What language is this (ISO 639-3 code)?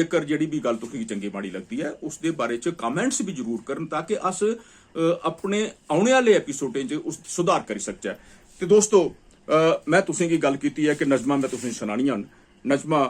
doi